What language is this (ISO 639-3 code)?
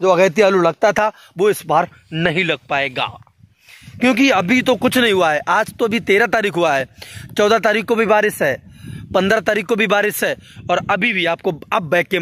hin